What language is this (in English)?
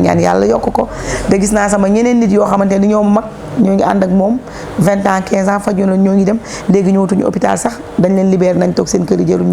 Wolof